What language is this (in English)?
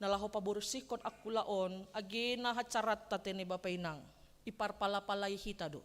Batak Simalungun